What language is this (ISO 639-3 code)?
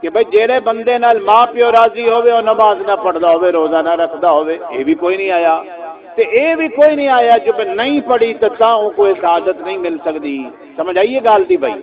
skr